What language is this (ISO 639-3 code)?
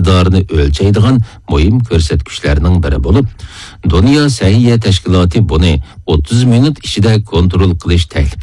uig